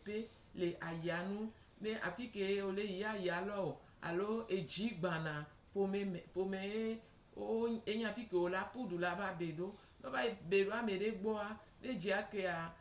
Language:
Gen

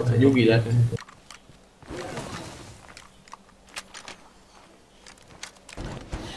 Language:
Hungarian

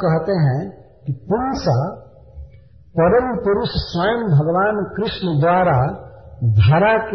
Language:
Hindi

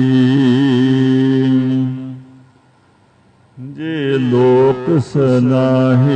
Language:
Punjabi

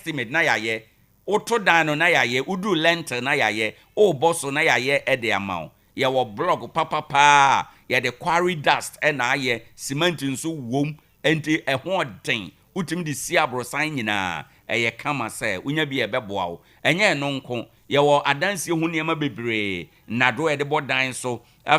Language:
Akan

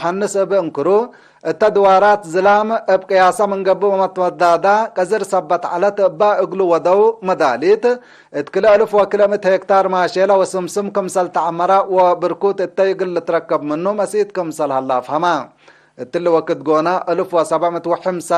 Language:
Tigre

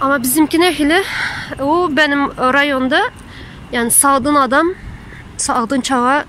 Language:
Turkmen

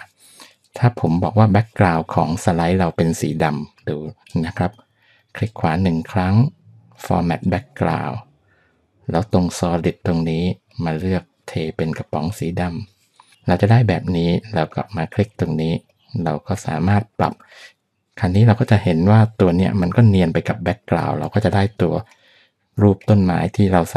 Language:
Thai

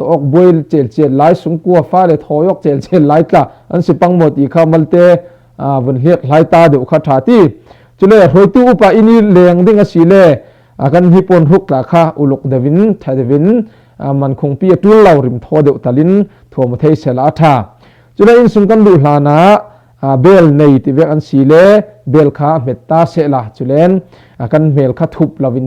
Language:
Falam Chin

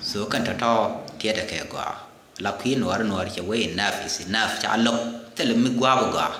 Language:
Nuer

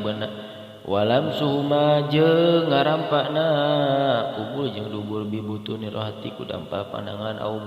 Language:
Sundanese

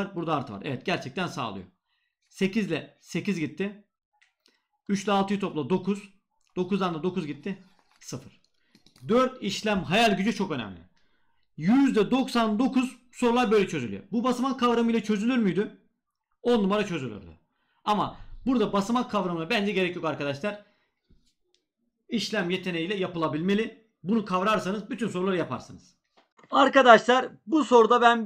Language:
Turkish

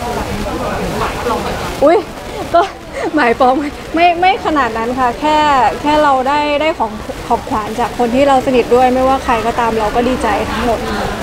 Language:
Thai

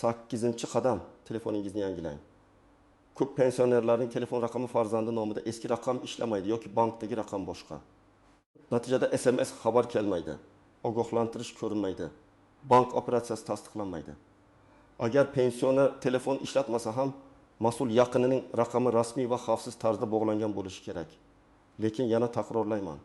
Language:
Uzbek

